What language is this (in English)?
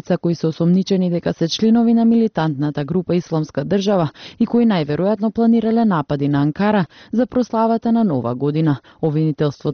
Macedonian